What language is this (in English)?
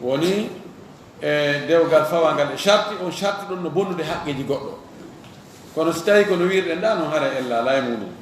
Fula